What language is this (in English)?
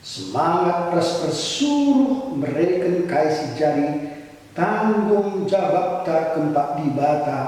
Batak Karo